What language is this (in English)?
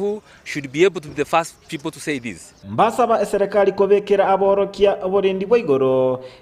Gusii